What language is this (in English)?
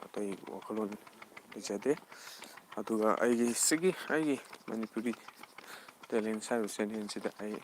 Manipuri